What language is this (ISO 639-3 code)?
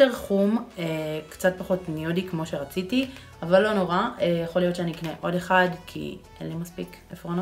heb